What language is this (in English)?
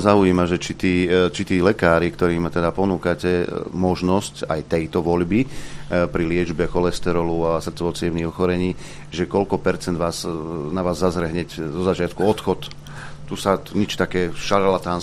Slovak